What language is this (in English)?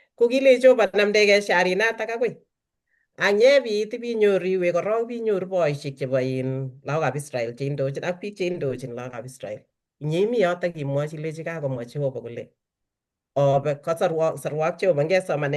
Kalenjin